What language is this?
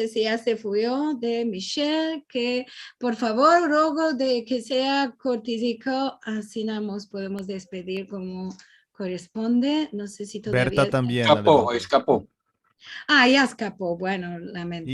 Ladino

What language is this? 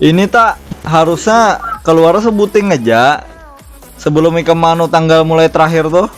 Banjar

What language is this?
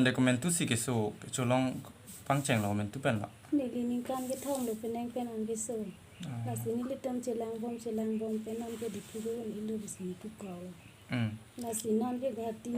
Karbi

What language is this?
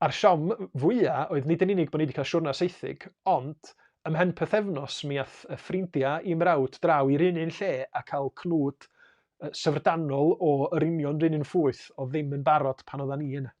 Welsh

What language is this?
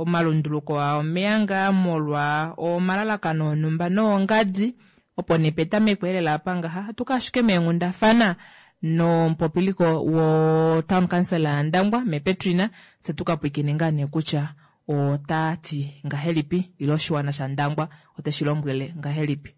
Kuanyama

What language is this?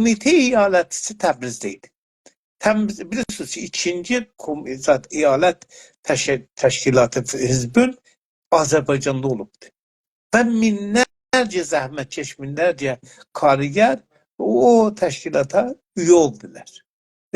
South Azerbaijani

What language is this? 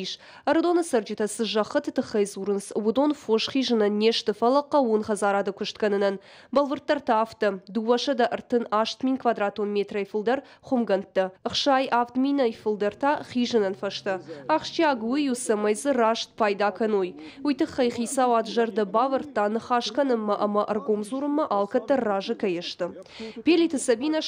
Ossetic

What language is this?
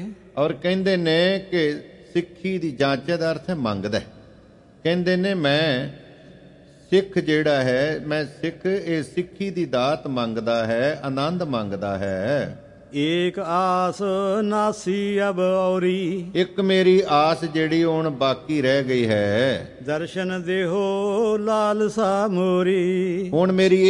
Punjabi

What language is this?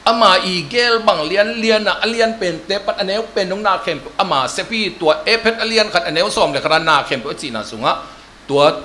Tedim Chin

